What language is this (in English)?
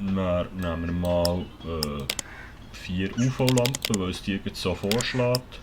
Swiss German